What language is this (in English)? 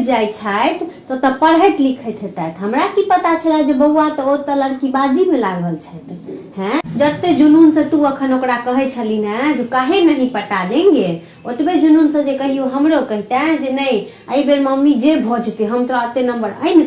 Maithili